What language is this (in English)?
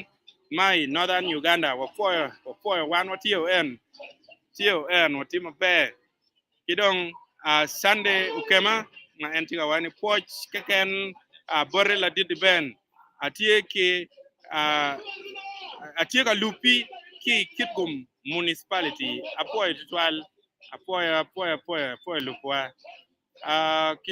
Acoli